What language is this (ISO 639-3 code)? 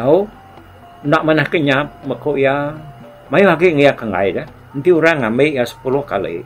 iba